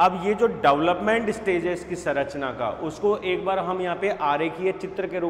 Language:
Hindi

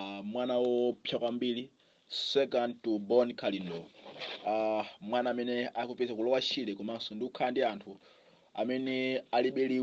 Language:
Nyanja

